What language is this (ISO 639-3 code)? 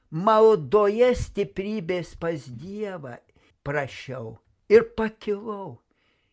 lit